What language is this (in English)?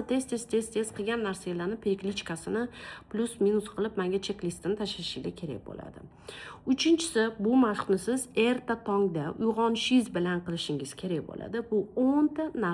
Uzbek